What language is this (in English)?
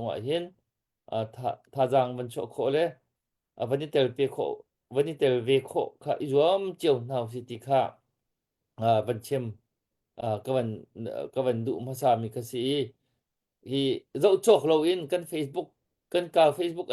Hakha Chin